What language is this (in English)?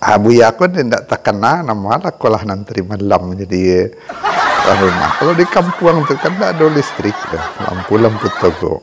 Minangkabau